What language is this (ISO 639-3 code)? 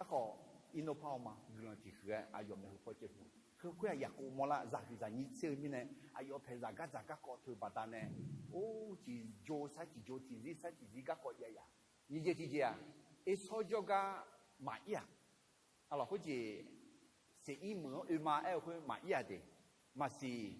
ahk